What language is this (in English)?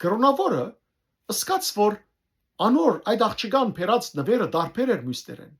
Western Armenian